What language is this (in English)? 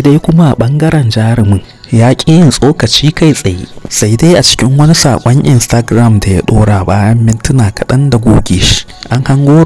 Hausa